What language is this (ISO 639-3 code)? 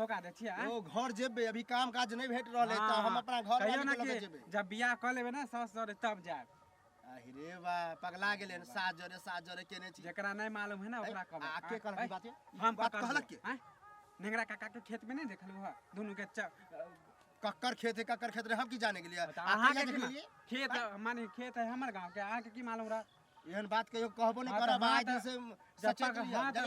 mai